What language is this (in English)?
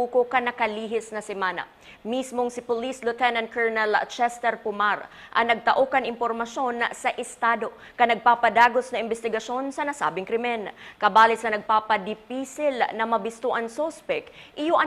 Bikol